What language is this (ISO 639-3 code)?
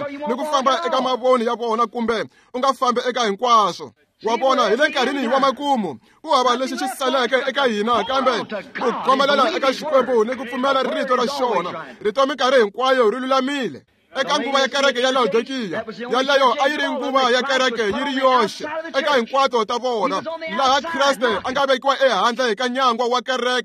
tso